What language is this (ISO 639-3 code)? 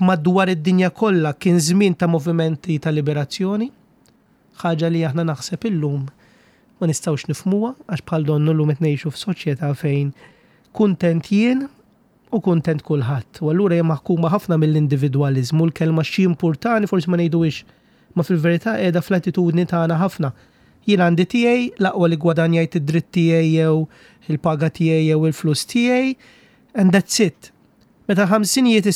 mlt